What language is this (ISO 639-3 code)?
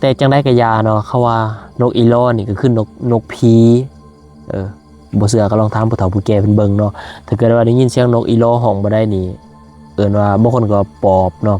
lao